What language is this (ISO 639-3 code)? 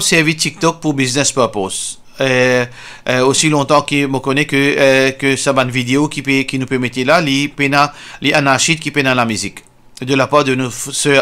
mfe